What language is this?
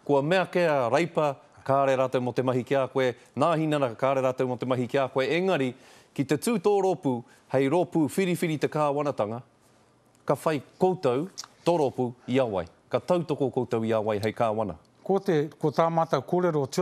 Māori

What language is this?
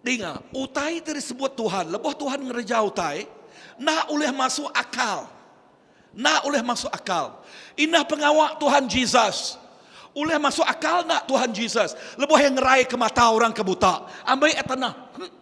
Iban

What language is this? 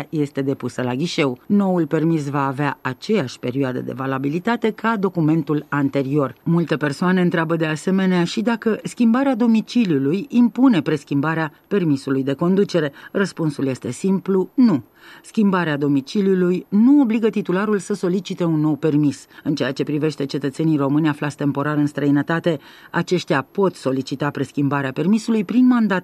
Romanian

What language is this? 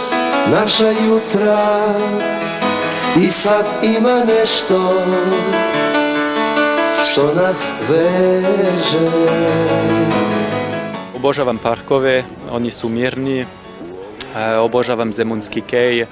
Serbian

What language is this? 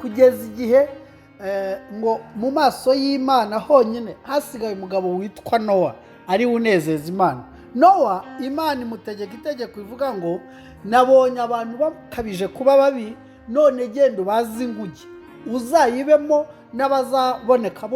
Kinyarwanda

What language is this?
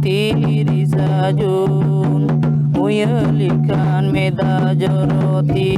Santali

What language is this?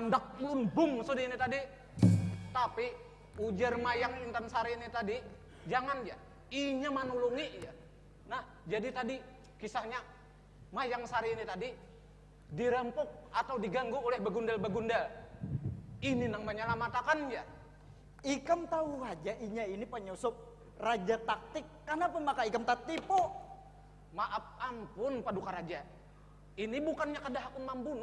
Banjar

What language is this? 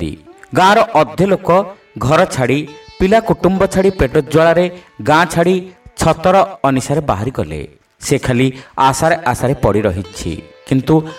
Odia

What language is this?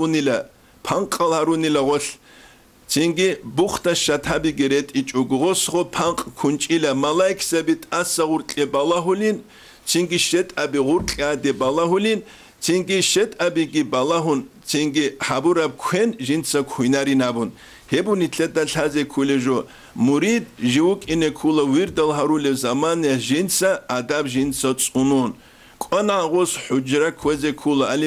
Avaric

